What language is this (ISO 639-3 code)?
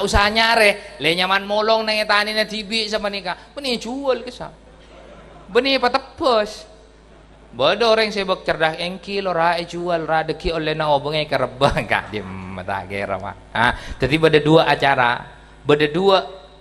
mad